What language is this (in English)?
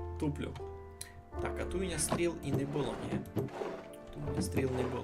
Rusyn